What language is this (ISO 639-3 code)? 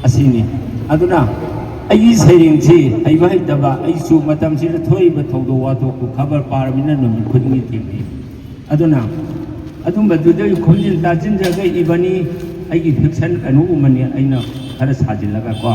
mni